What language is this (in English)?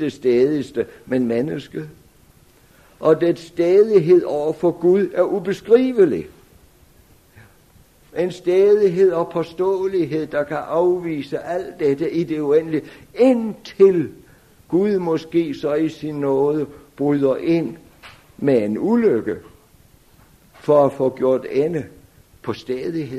Danish